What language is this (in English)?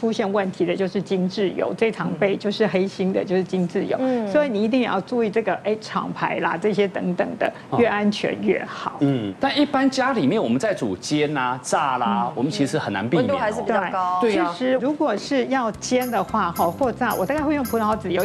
Chinese